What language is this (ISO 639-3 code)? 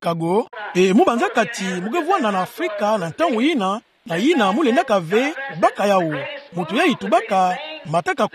ktu